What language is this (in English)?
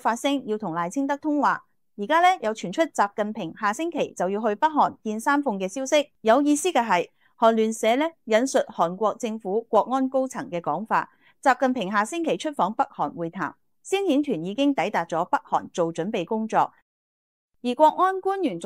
Cantonese